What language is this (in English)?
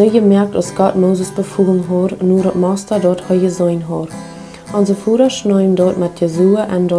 Plautdietsch